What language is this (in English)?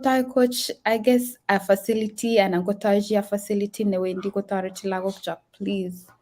Kalenjin